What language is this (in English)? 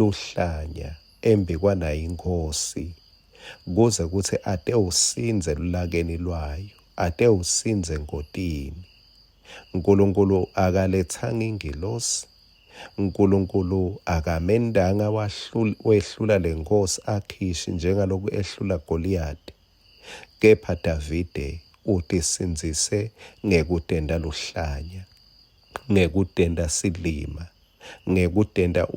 Swati